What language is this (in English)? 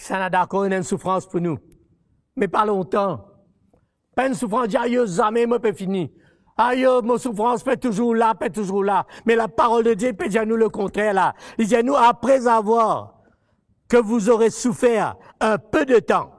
Morisyen